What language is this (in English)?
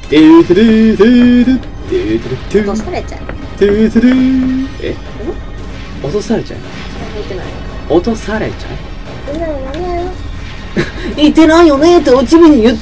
Japanese